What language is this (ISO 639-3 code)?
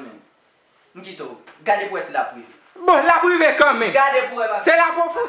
hat